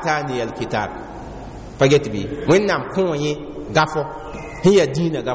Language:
Mossi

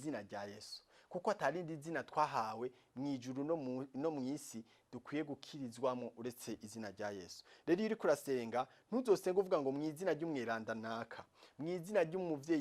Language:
Rundi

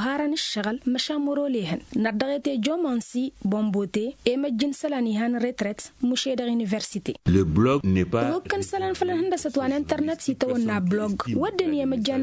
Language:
Tamasheq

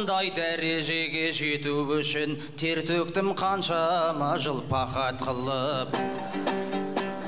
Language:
Kazakh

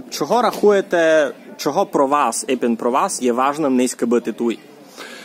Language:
Rusyn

